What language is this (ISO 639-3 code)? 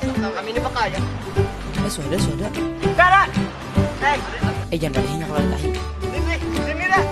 bjn